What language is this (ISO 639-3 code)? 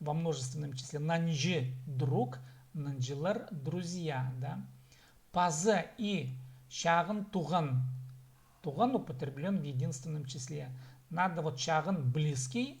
kjh